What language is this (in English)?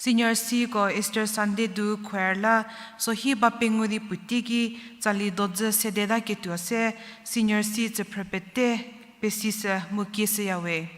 Angami Naga